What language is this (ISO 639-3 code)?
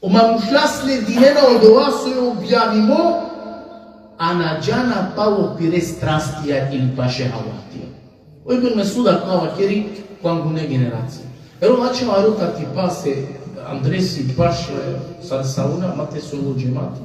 rmn